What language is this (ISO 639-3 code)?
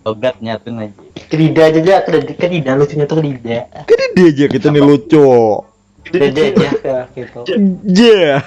bjn